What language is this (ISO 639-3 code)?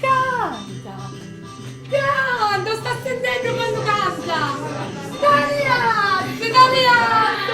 scn